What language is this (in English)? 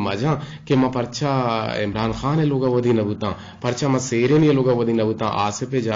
Eastern Balochi